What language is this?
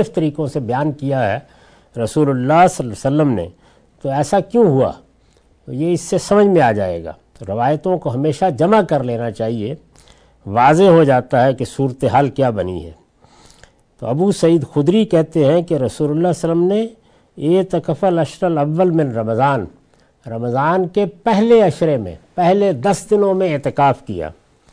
Urdu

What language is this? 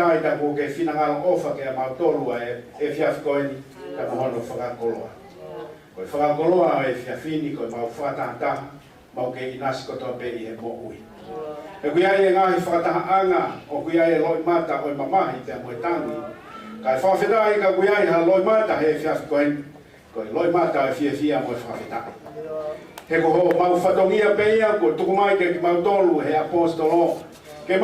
Tongan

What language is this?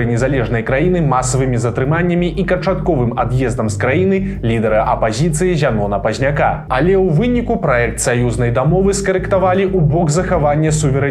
Belarusian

